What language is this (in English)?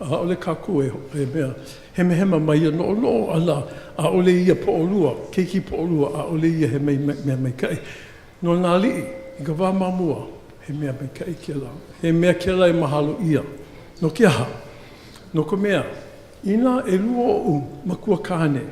Hawaiian